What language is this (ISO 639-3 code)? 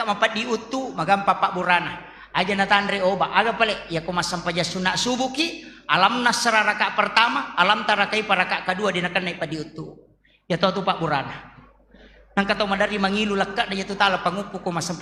bug